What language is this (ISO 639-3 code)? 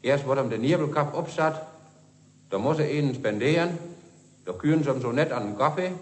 wep